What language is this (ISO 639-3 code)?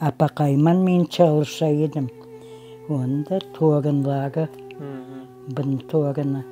crh